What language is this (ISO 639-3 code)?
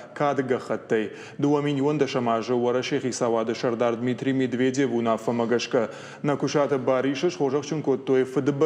oss